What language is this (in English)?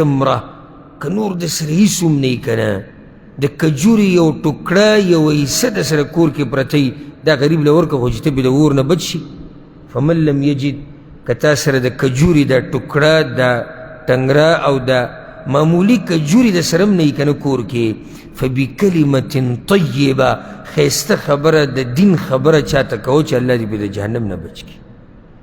Pashto